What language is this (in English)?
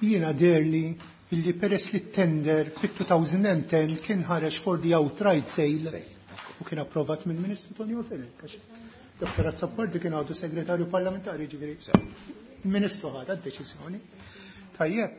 Maltese